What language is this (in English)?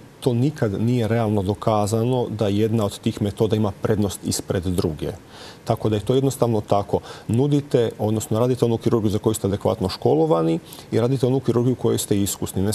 Croatian